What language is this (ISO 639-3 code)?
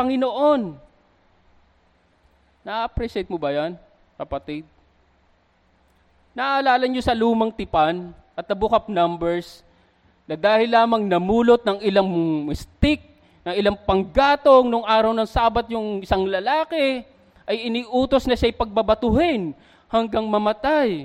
fil